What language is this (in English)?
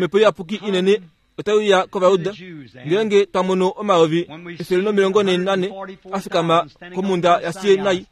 Kuanyama